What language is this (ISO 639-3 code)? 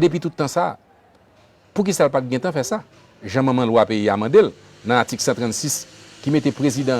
hat